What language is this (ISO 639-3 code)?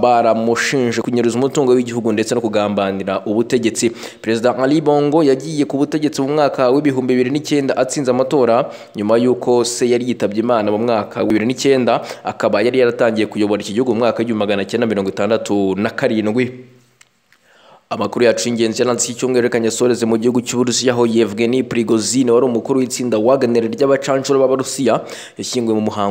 kin